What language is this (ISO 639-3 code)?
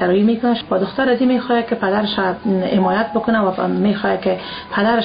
fas